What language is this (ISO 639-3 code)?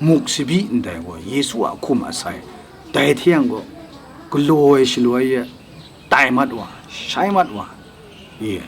kac